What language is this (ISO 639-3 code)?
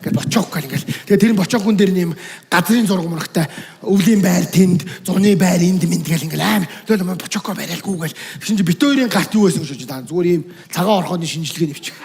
mon